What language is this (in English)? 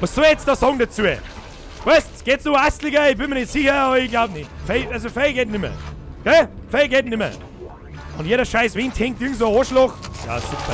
Bavarian